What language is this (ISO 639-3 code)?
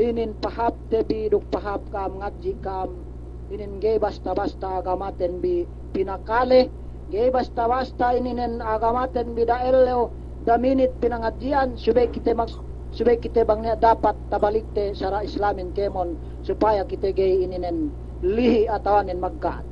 yka